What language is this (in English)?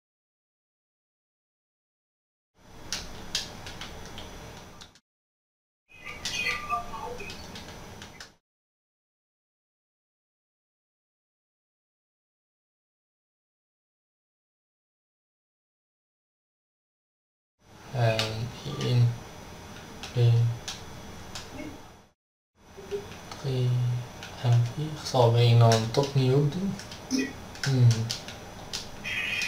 Dutch